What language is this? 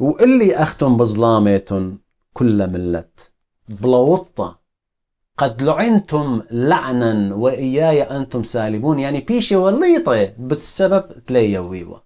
Assyrian Neo-Aramaic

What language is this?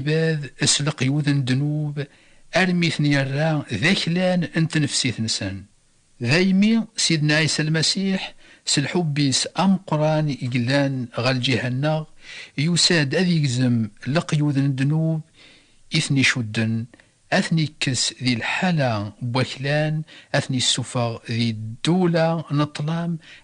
Kabyle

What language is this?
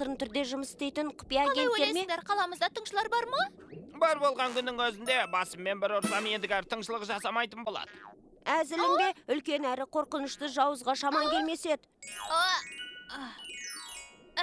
Kazakh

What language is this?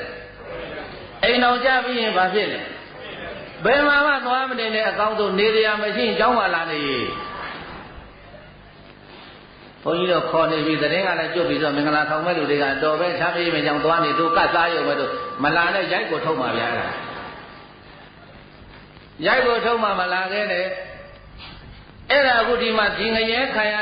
Burmese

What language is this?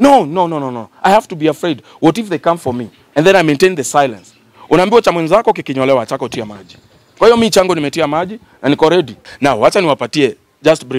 Swahili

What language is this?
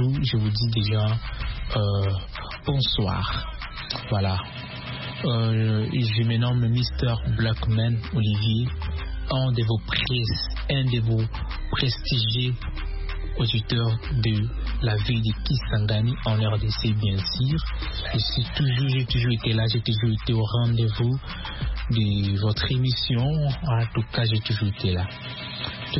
French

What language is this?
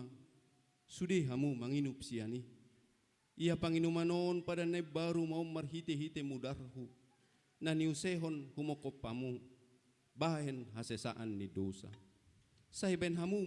Batak Toba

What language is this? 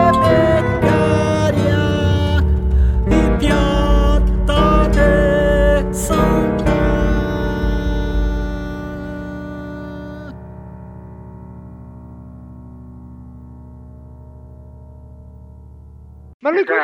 Portuguese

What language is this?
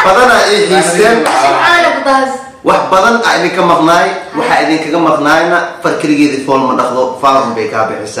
Somali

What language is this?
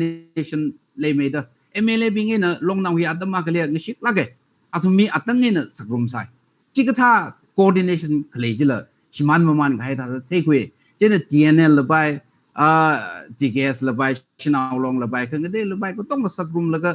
Tangkhul Naga (India)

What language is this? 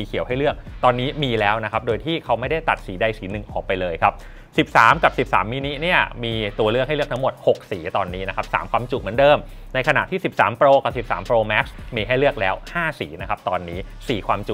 Thai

